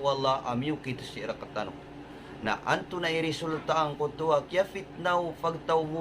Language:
Maranao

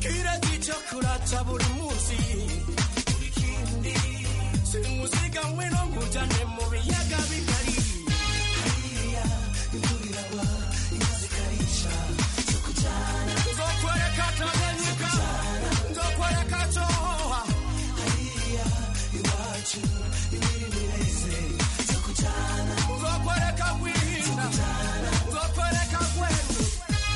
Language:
Kinyarwanda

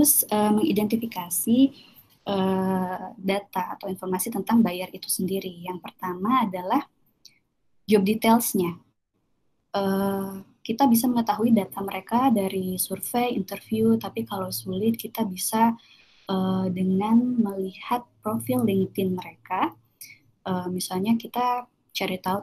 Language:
Indonesian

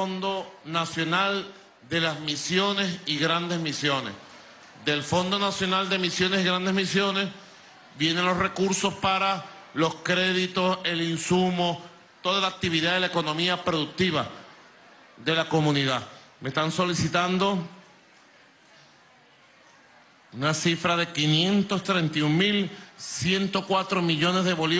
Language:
Spanish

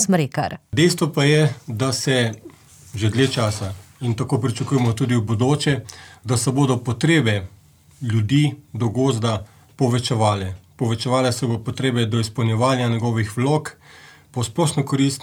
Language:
Slovenian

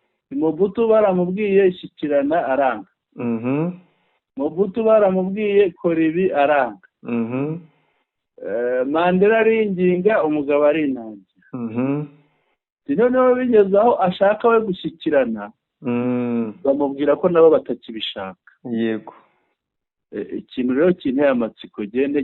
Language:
Kinyarwanda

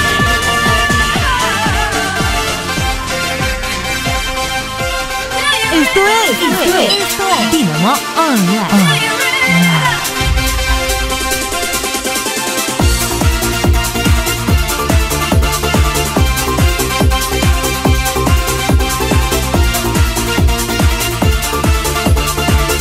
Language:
English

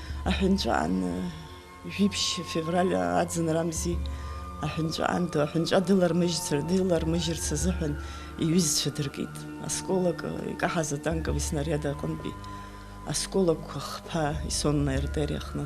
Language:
Abkhazian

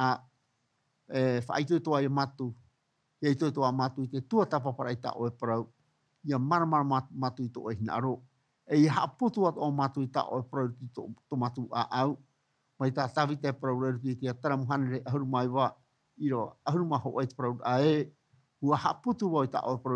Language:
Tahitian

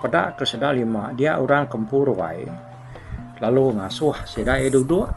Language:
Iban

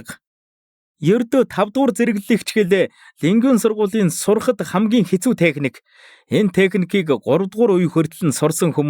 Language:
Mongolian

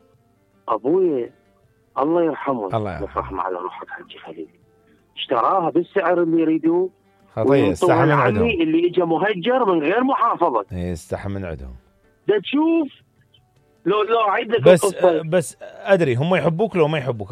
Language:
Mesopotamian Arabic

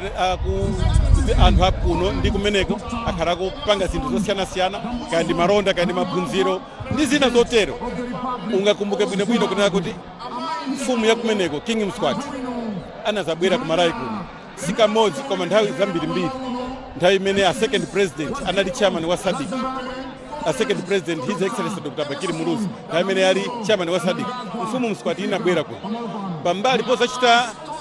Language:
Nyanja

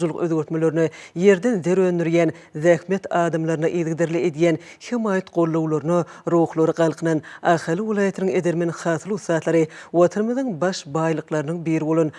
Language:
Turkmen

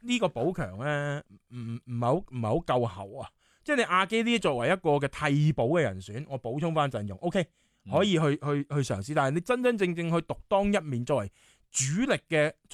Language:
Cantonese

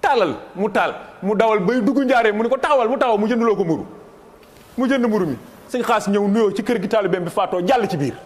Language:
Wolof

